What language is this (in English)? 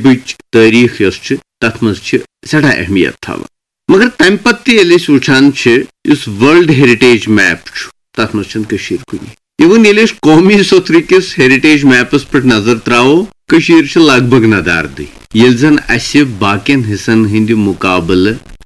Kashmiri